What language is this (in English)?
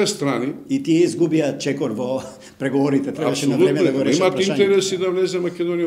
Macedonian